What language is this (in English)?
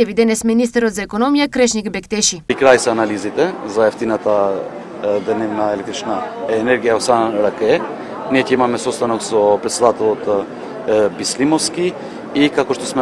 Macedonian